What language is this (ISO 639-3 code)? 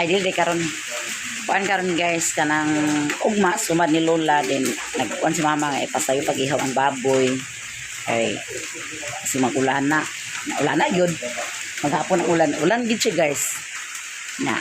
ceb